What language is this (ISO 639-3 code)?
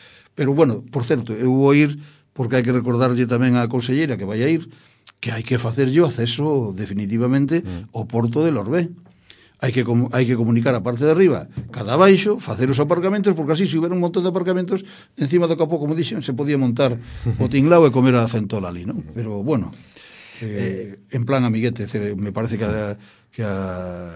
glg